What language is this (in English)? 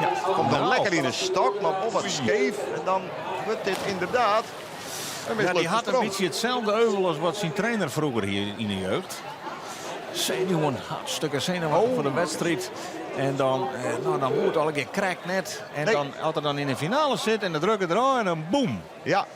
Western Frisian